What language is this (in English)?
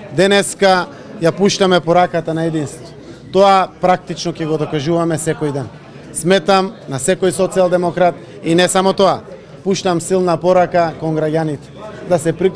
Macedonian